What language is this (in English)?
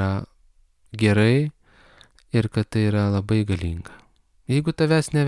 Lithuanian